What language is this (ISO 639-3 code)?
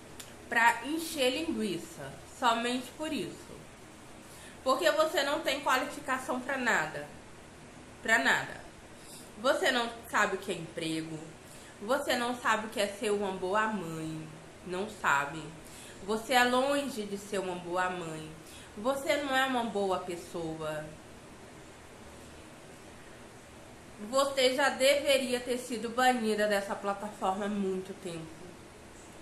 por